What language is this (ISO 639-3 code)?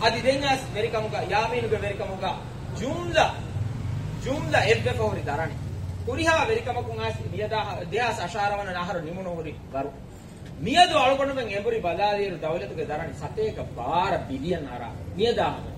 div